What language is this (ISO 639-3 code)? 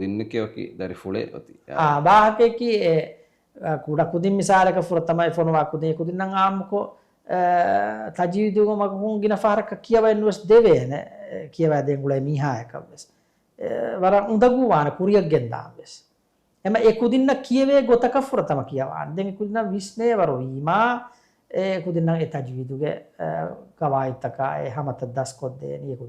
div